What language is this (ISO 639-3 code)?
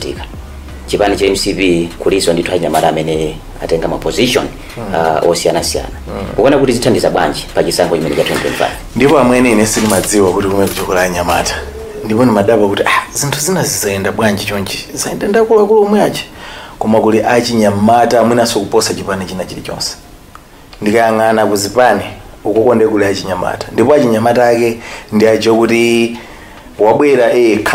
nya